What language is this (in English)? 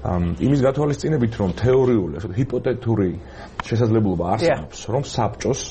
Georgian